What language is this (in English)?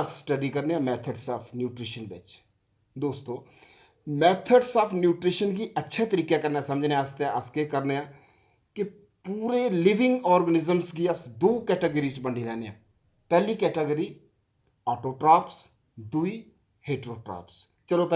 Dogri